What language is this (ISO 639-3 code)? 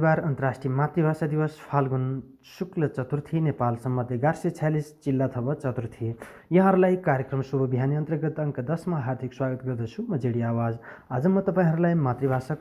nep